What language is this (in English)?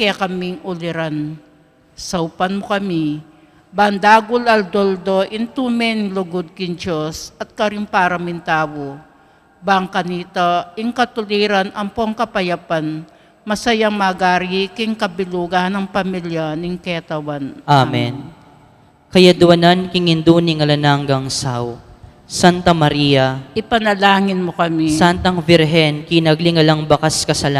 Pampanga